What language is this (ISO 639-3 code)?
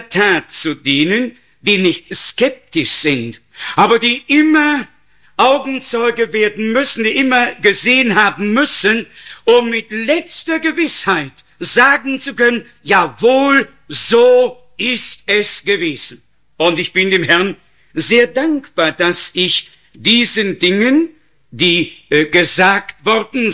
deu